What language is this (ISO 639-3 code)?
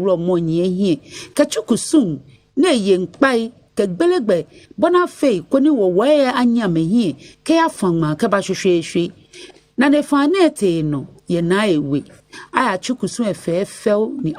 gaa